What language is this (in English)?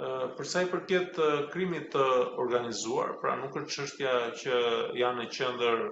Albanian